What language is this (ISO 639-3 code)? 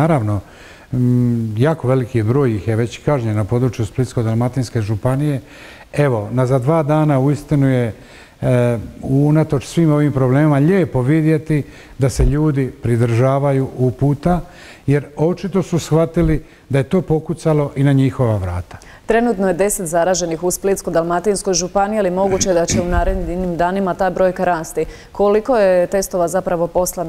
hrv